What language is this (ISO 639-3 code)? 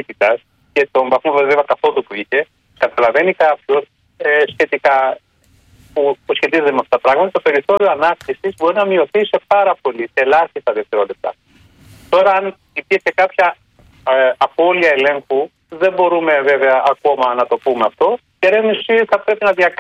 ell